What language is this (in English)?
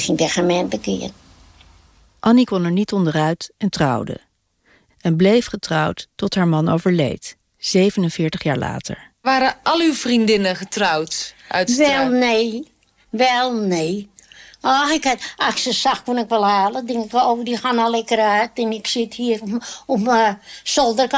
Dutch